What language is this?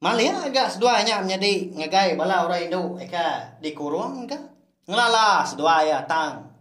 Iban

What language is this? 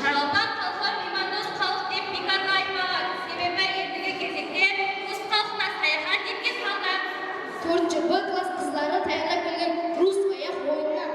Kara-Kalpak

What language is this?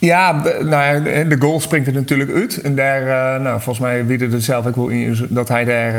Western Frisian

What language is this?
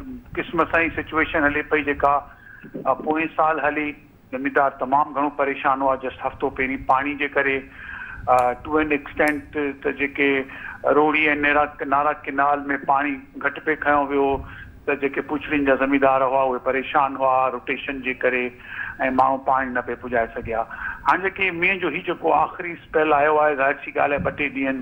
Sindhi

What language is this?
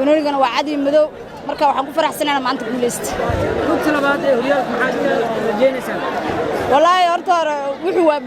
Somali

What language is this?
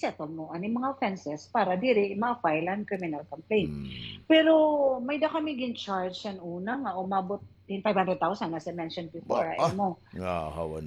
Waray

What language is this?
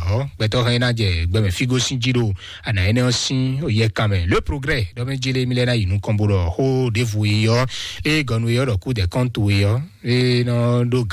Fon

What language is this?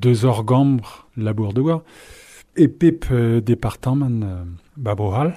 Breton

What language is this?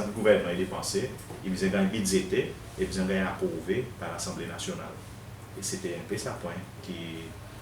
Seselwa Creole French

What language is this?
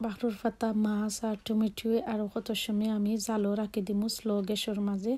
Assamese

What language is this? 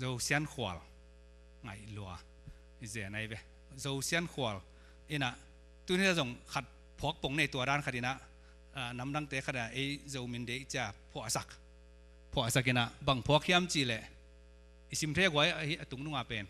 Tedim Chin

